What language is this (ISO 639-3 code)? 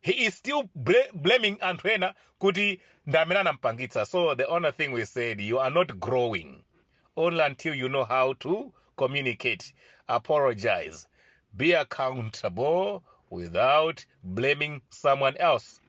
nya